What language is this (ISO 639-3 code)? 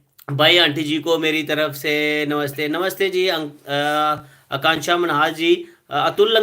doi